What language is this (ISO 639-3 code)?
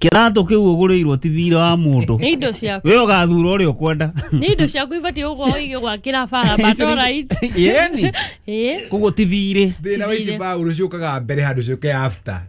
kik